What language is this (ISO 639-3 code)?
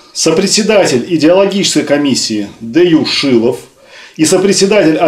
rus